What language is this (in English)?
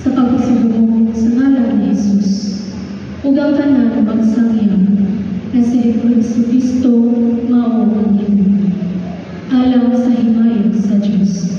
Cebuano